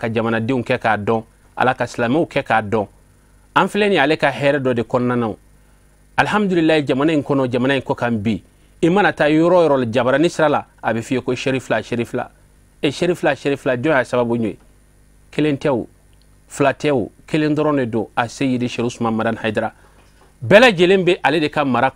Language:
Bambara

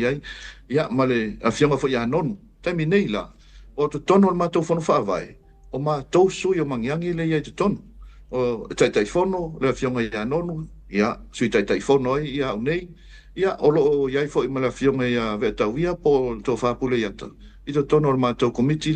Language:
Samoan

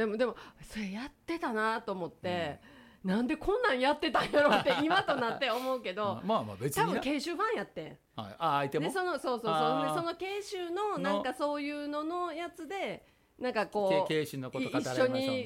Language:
Japanese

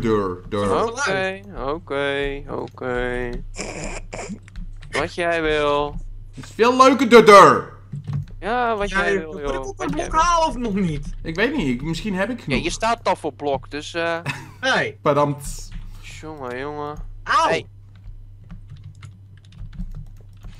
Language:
Dutch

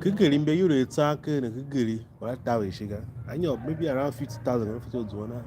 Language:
Tiv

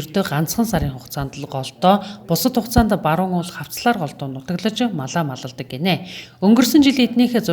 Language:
Mongolian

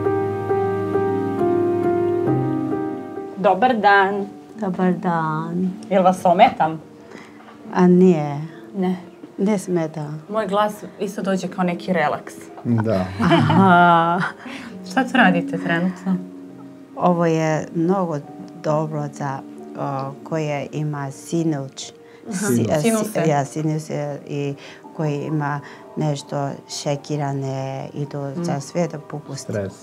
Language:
Serbian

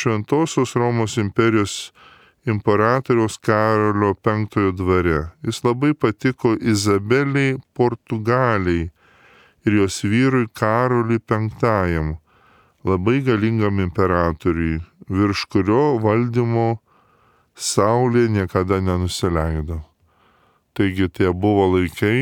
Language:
Lithuanian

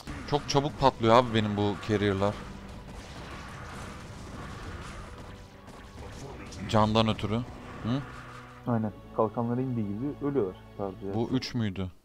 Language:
Turkish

